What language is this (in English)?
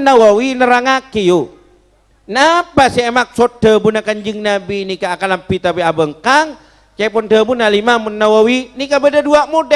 Madurese